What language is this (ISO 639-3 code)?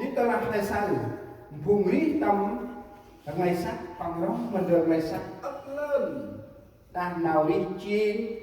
cmo